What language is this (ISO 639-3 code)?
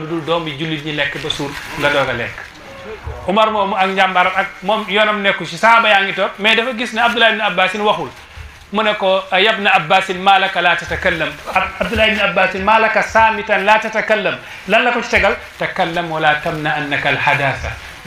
wol